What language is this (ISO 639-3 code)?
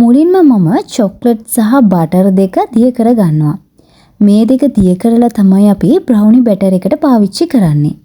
sin